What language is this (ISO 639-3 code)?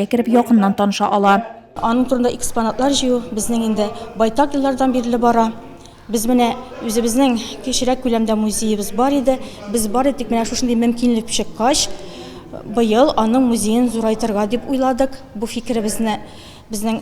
tat